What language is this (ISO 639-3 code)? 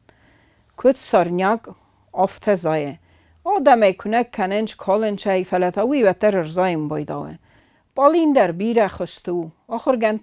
oss